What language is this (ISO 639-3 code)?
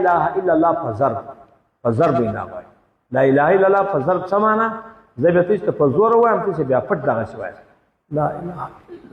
pus